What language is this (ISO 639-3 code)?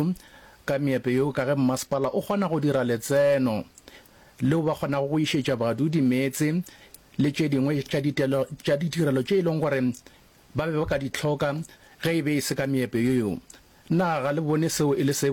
nso